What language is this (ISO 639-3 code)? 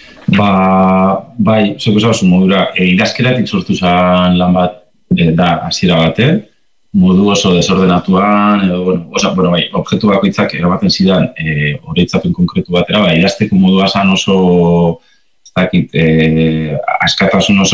eus